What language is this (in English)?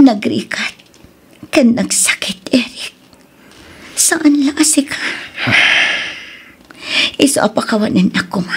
Iloko